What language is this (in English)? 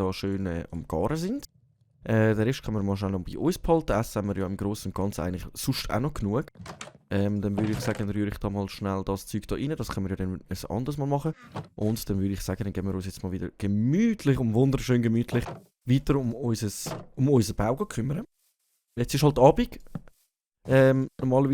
Swiss German